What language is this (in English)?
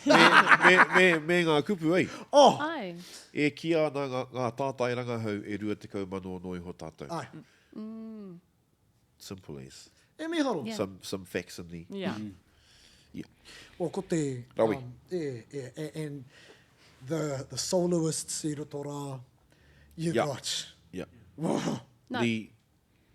Māori